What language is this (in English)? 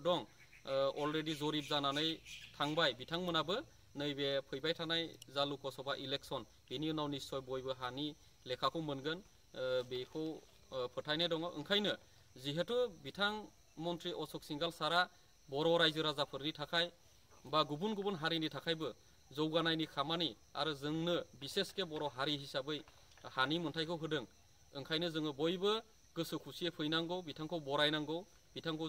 Bodo